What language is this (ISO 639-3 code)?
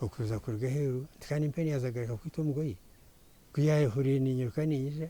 nyn